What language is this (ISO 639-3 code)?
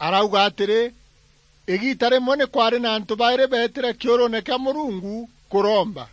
mer